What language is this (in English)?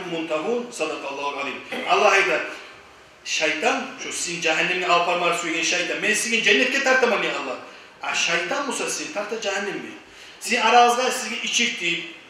Kumyk